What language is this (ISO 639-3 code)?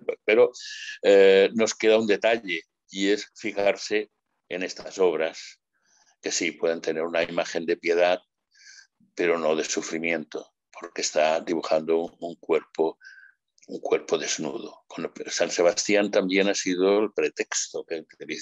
spa